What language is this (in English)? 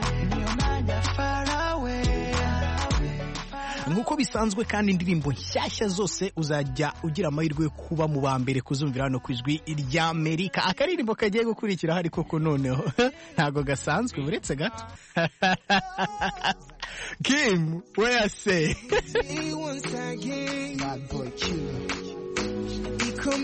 Kinyarwanda